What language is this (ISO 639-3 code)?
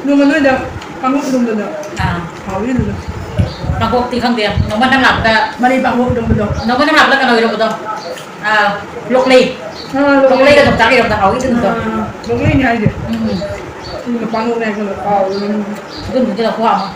mni